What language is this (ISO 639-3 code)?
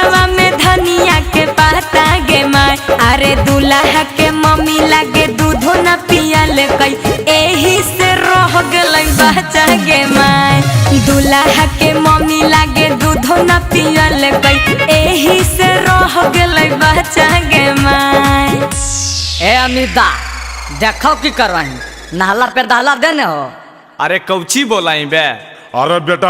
mag